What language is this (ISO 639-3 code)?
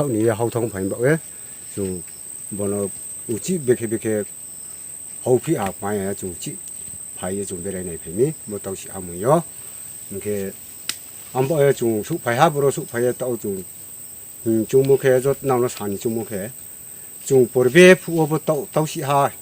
ria